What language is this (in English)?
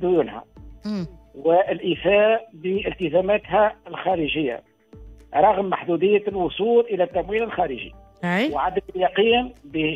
Tunisian Arabic